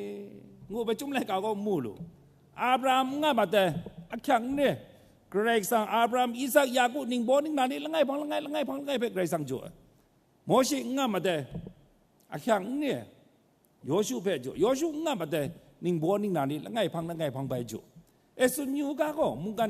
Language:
Kachin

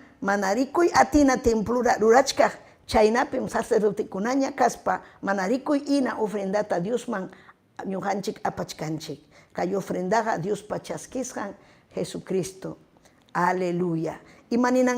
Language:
Ayacucho Quechua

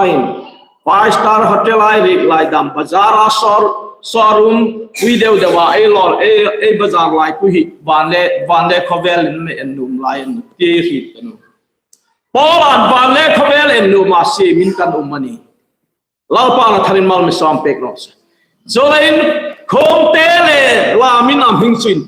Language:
Hmar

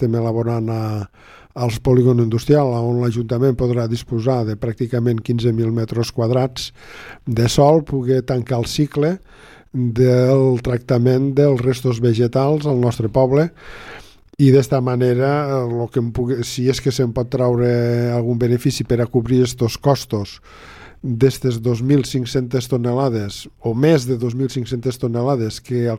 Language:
Catalan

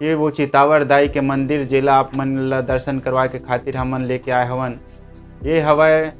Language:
Chhattisgarhi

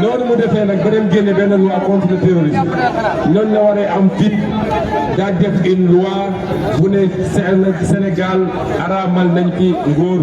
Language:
Wolof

